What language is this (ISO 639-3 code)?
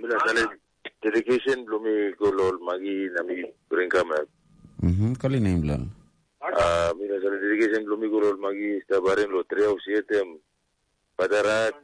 tpi